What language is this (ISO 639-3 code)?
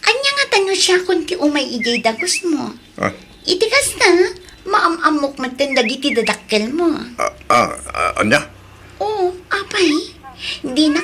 ilo